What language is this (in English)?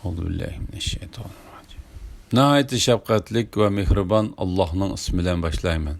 Uyghur